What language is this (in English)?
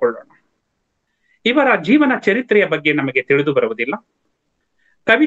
Kannada